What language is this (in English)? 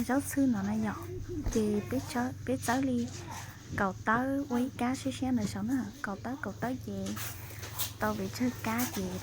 Hmong